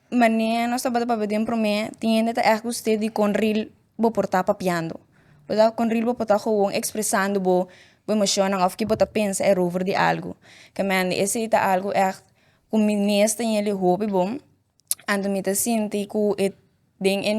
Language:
Papiamento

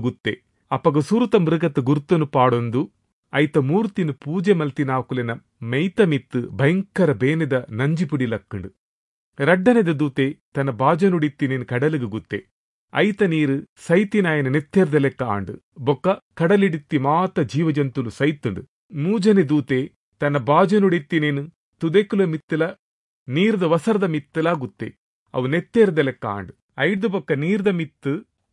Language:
Tulu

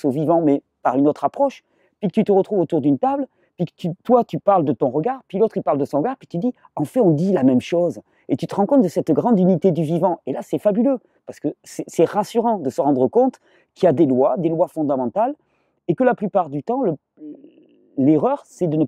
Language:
French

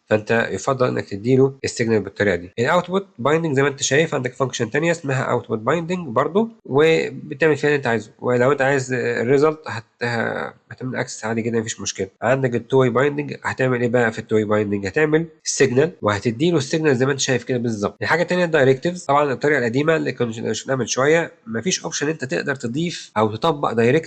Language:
Egyptian Arabic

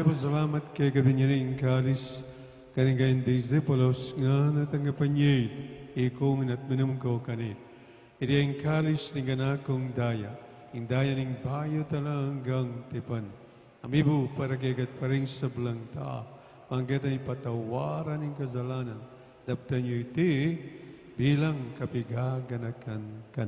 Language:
Pampanga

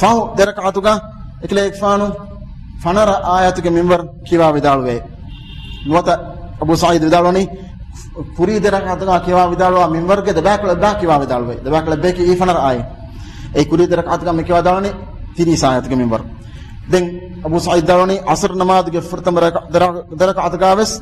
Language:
Divehi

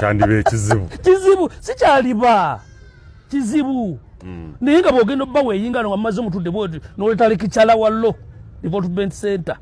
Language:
Ganda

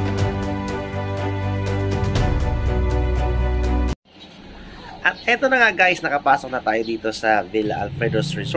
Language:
Filipino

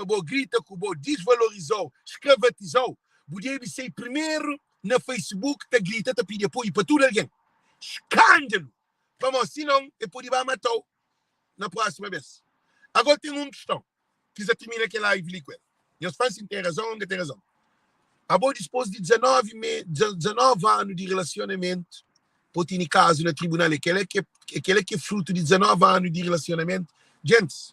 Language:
Kabuverdianu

